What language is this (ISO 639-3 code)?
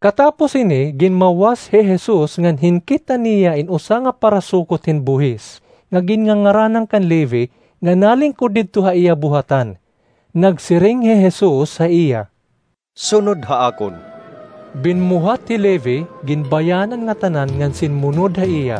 war